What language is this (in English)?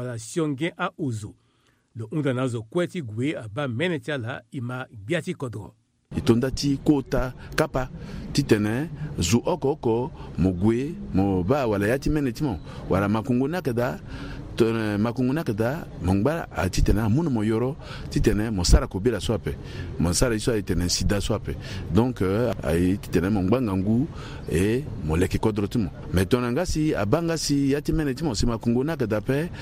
Sango